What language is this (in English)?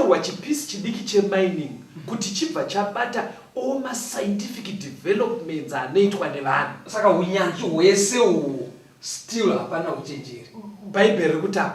Shona